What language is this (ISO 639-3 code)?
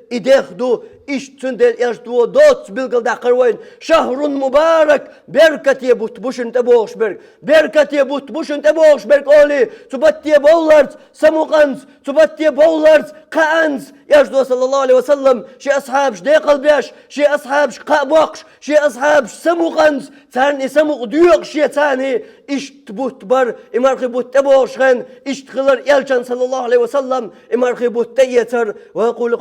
che